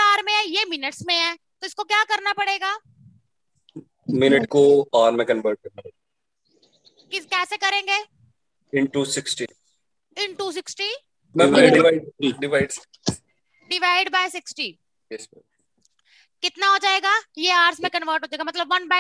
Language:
Hindi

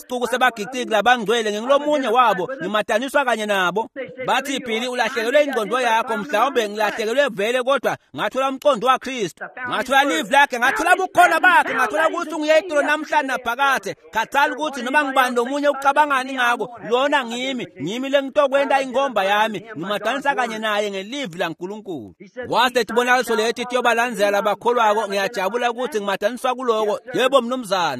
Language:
Swati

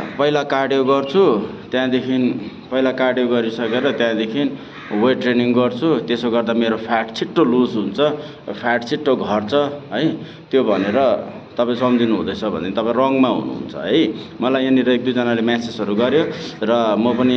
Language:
Nepali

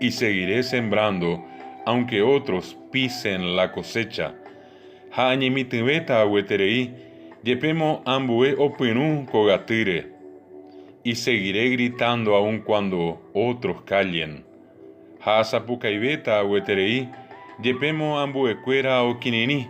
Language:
Guarani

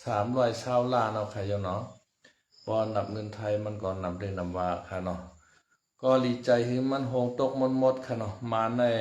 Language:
Shan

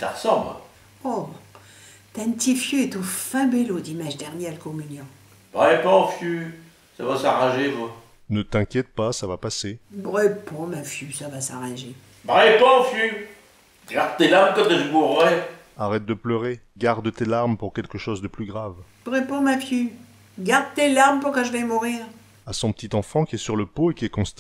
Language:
Picard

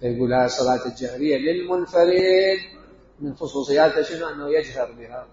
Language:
Mesopotamian Arabic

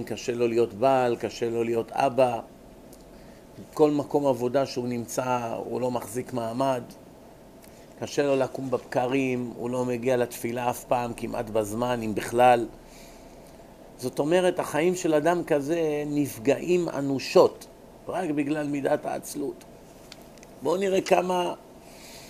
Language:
Hebrew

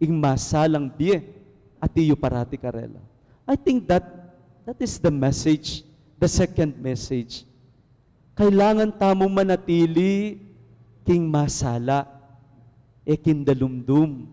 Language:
Pampanga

